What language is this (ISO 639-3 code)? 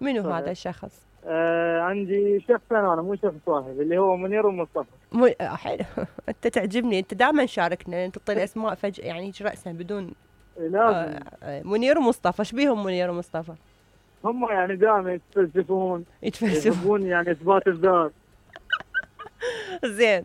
acm